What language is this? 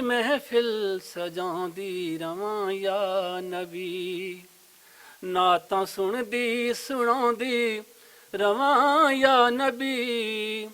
Western Panjabi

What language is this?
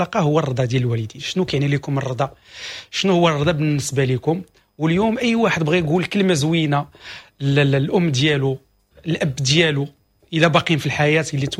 Moroccan Arabic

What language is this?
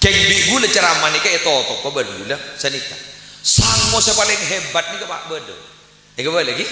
Madurese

